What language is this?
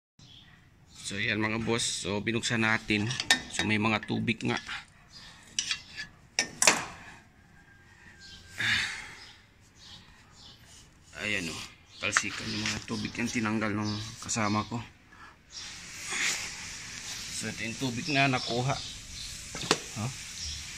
Filipino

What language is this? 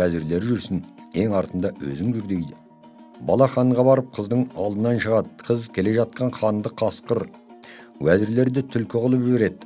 Kazakh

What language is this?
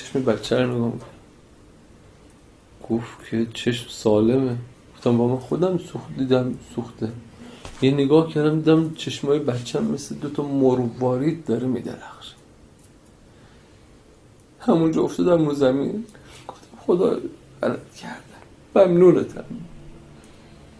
Persian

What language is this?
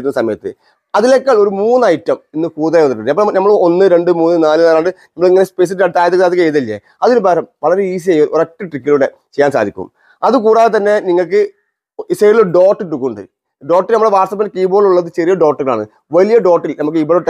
Malayalam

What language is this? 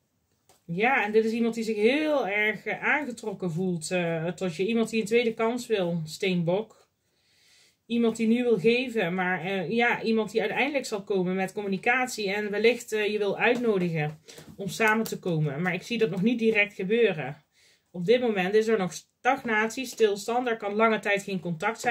Dutch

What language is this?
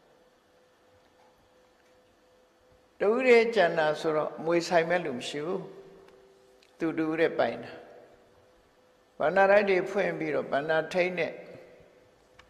Burmese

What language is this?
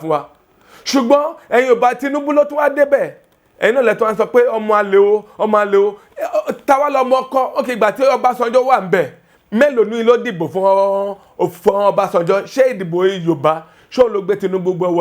Yoruba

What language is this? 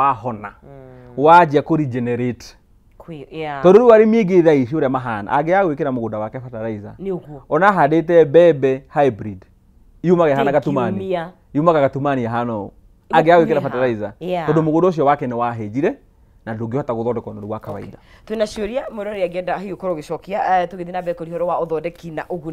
Kikuyu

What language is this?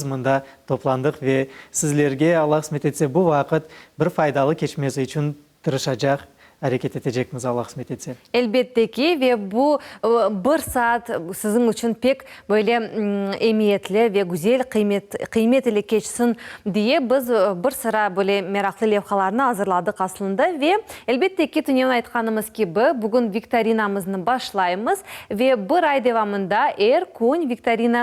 Crimean Tatar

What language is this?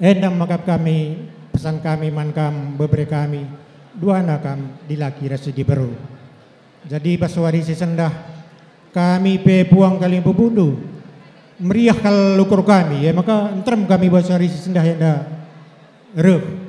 Batak Karo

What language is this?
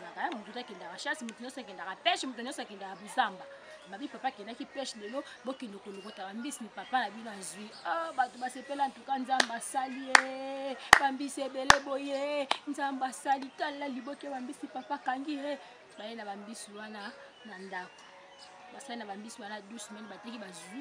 Lingala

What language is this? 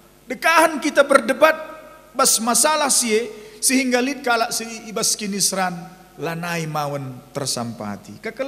Batak Karo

